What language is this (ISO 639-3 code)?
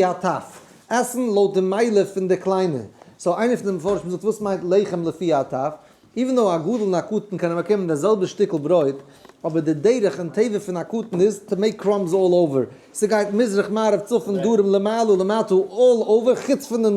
yid